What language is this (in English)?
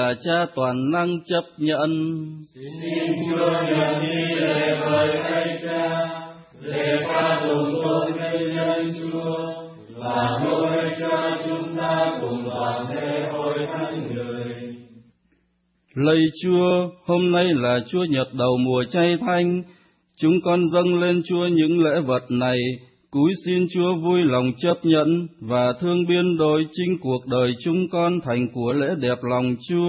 Vietnamese